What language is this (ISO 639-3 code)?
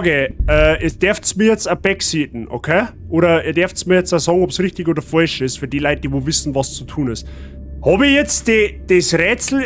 bar